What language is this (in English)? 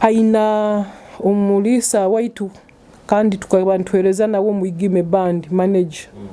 Nyoro